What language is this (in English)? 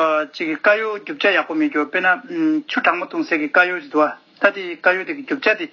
Tibetan